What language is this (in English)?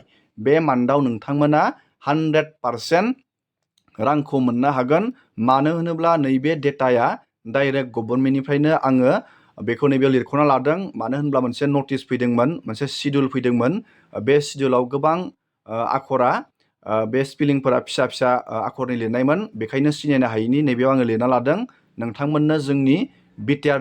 Bodo